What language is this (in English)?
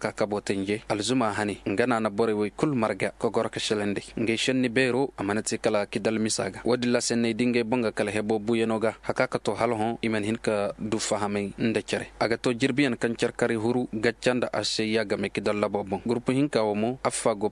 Koyraboro Senni